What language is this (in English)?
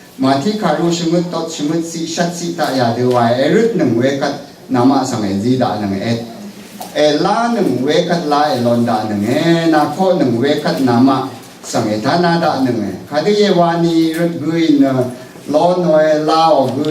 Rawang